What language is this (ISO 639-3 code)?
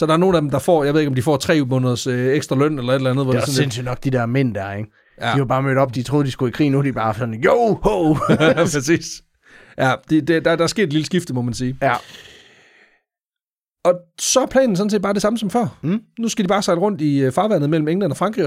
dan